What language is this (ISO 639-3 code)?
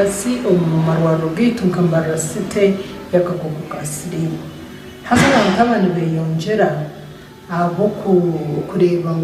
nyn